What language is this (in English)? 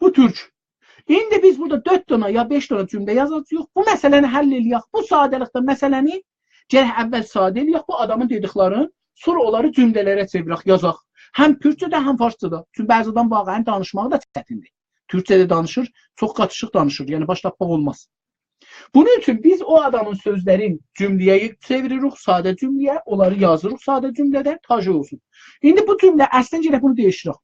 South Azerbaijani